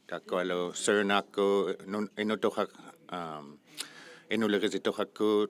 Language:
Inuktitut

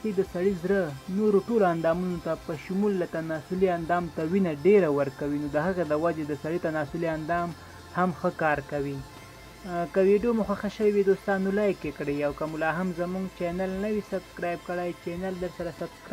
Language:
Pashto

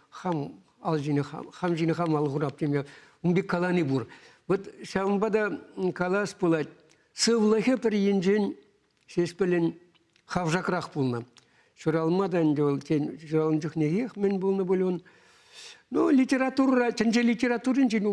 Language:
Chuvash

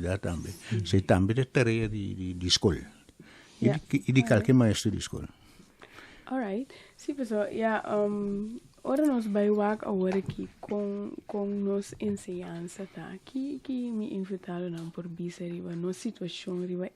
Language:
Papiamento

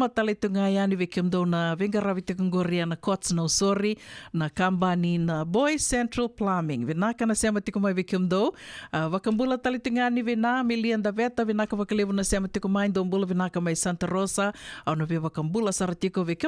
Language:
Fijian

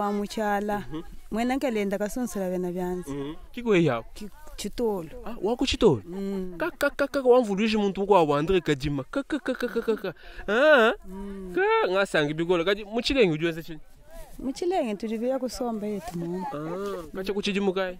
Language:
Luba-Lulua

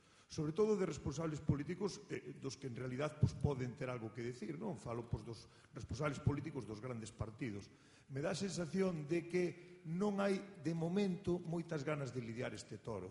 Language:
Galician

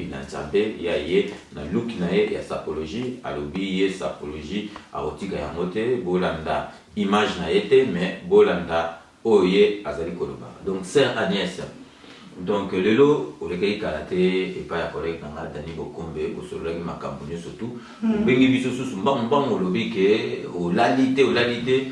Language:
Lingala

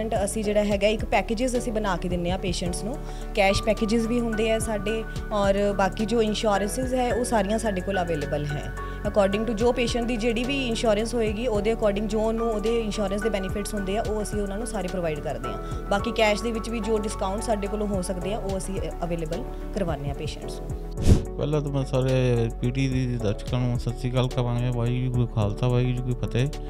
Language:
Punjabi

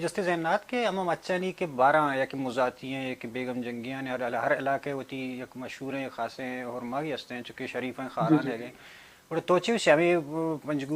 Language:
Baluchi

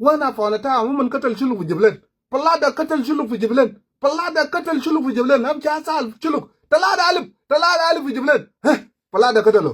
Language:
Nuer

